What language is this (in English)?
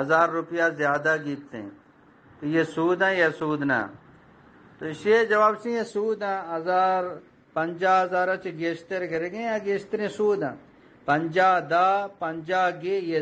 Eastern Balochi